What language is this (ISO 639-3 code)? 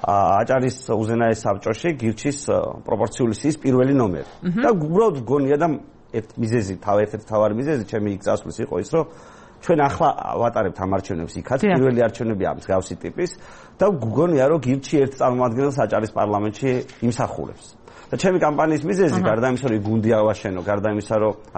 kat